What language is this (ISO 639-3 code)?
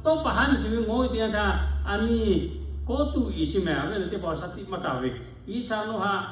lhu